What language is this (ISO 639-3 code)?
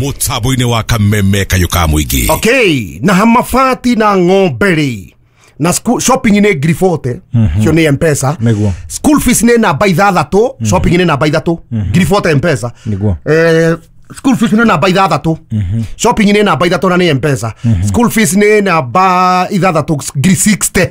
kik